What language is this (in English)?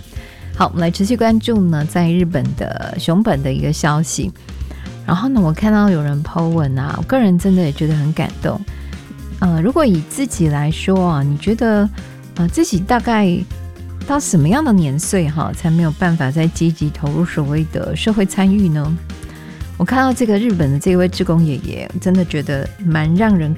Chinese